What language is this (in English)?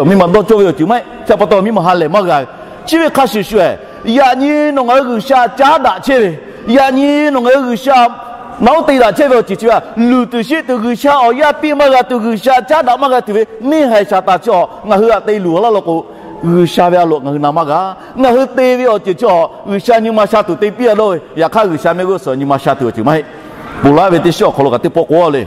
Lahu